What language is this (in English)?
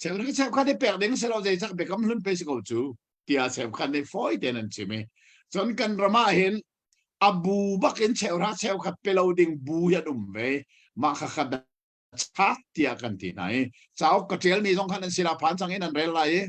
Hakha Chin